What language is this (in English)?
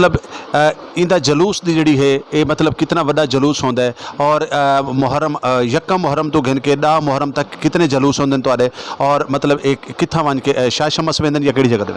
Saraiki